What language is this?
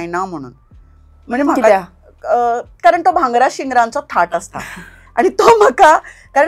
Konkani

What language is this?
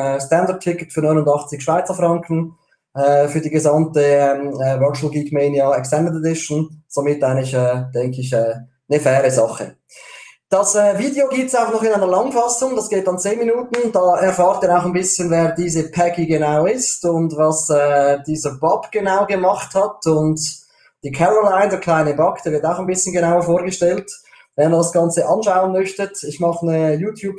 German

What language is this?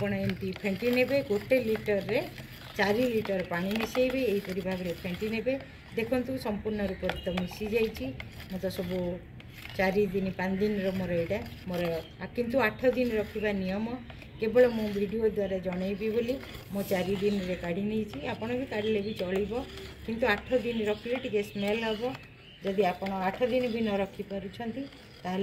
Odia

